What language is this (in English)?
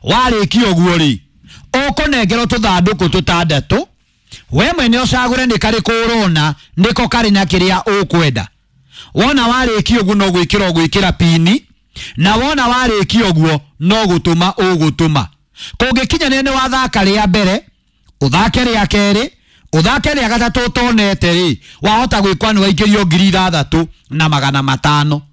Kikuyu